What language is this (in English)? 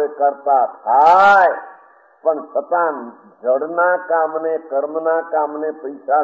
Gujarati